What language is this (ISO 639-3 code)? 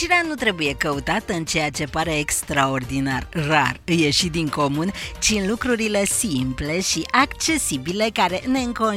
ron